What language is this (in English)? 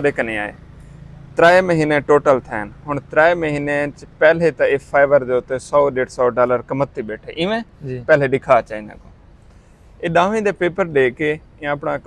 Saraiki